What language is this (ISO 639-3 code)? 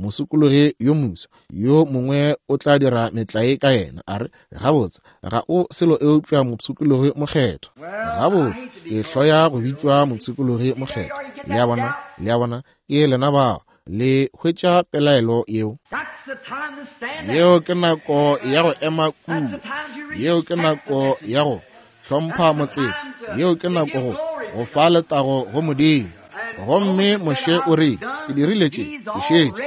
nso